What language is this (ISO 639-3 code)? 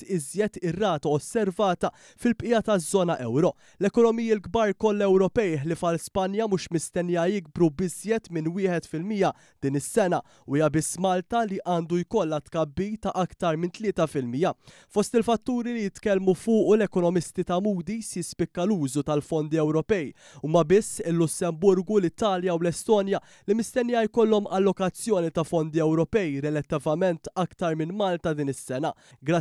mlt